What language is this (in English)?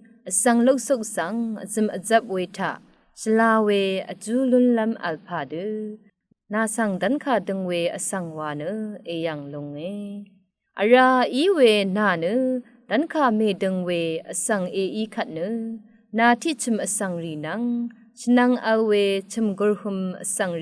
Rawang